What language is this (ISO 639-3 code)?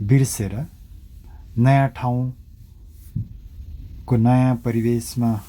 nep